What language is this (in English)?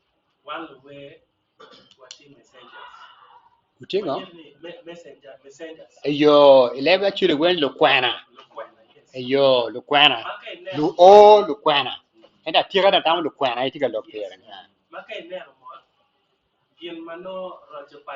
Acoli